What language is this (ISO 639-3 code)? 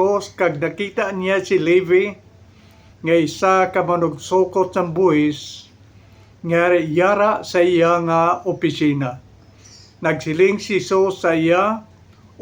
hil